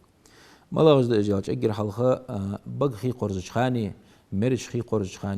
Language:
Ingush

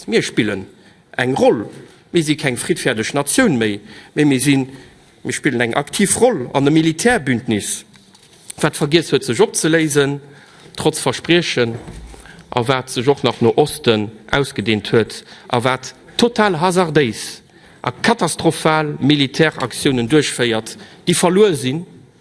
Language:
Luxembourgish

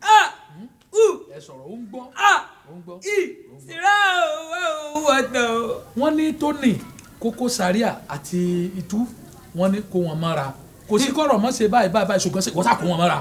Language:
Yoruba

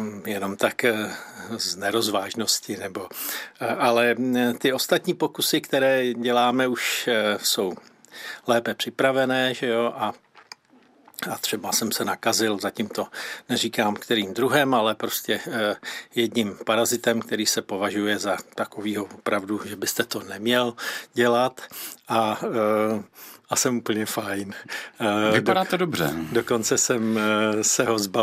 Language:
Czech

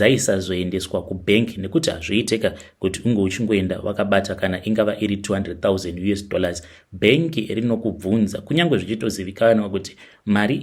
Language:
Shona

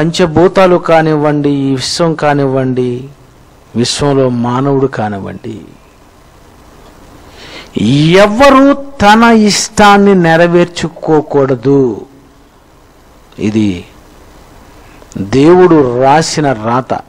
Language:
Telugu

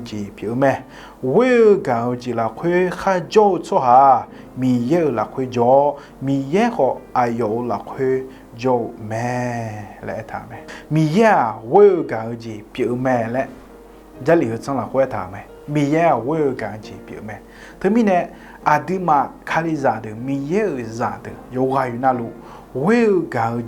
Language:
Akha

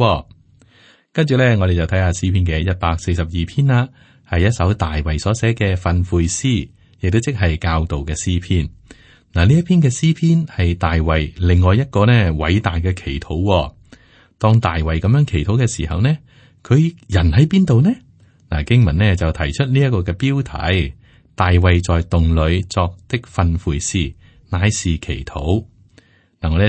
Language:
Cantonese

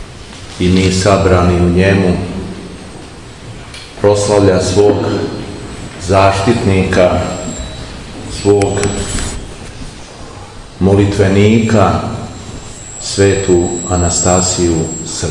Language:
Serbian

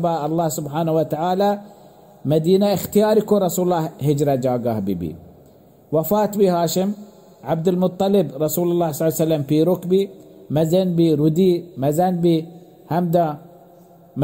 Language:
Baluchi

